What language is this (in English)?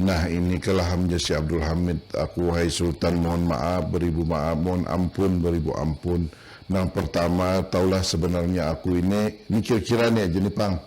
Banjar